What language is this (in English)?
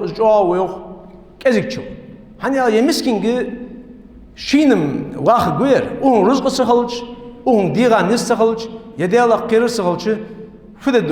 Ingush